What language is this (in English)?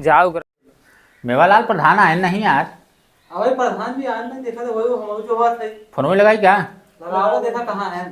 Awadhi